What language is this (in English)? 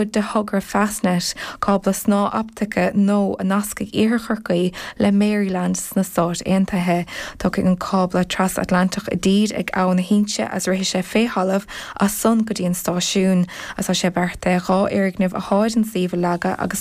Irish